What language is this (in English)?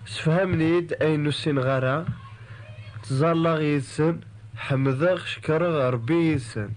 Kabyle